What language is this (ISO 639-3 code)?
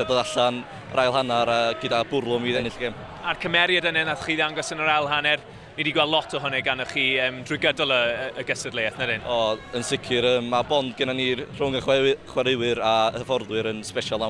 cym